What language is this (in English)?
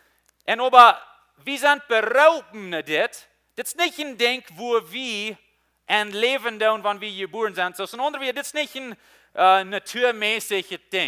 Plautdietsch